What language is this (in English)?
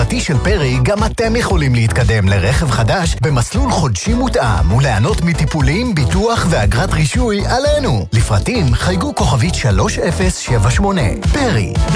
Hebrew